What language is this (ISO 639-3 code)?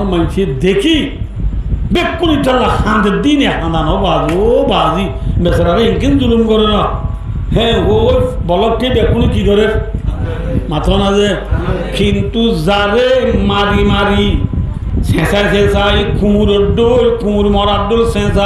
rhg